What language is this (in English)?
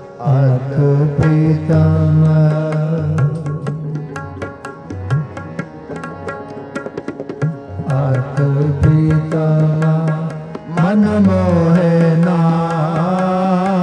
Hindi